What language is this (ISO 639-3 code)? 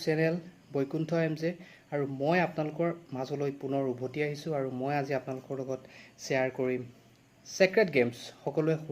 asm